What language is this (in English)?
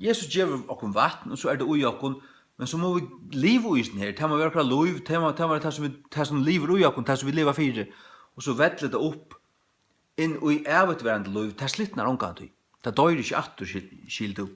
Faroese